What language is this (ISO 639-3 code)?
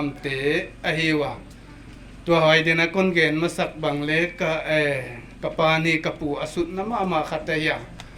pck